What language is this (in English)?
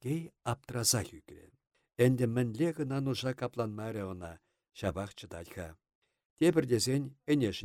Chuvash